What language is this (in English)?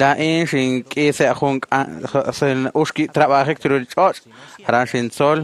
Kekchí